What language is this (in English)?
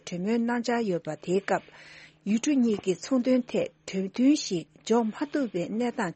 Tibetan